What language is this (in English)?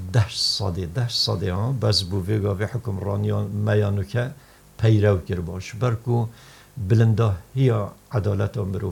Kurdish